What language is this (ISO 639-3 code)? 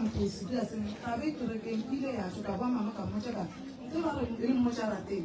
nso